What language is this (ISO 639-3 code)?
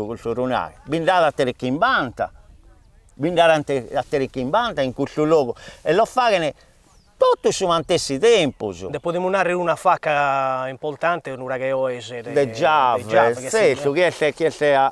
srd